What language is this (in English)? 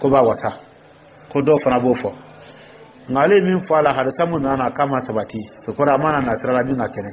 Dyula